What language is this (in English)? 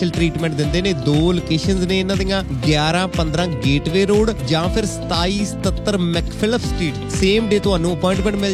Punjabi